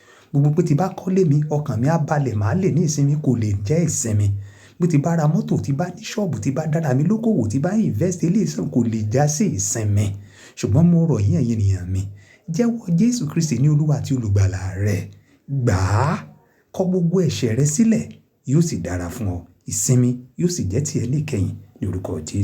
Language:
Yoruba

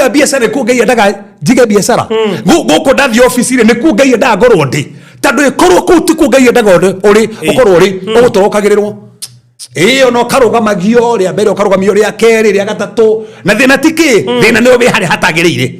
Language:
Kikuyu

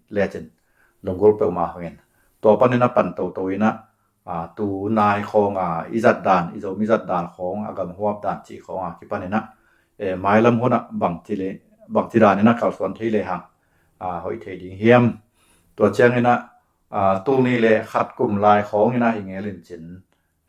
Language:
Tedim Chin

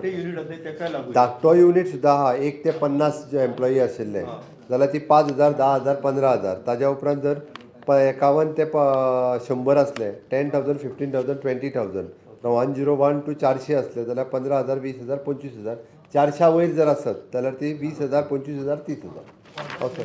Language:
Konkani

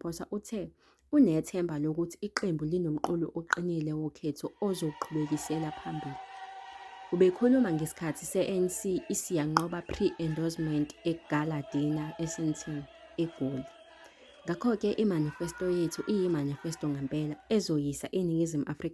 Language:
Zulu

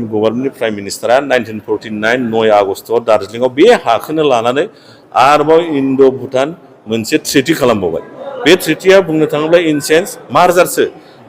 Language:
Bodo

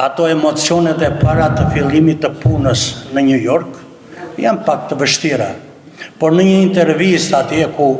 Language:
Albanian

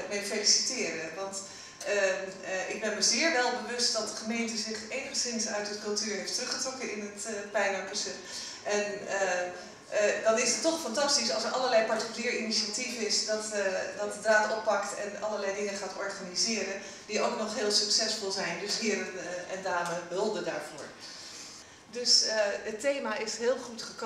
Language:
Dutch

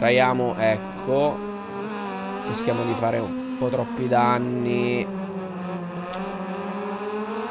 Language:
Italian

